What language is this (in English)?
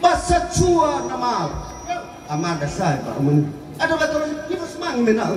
Nias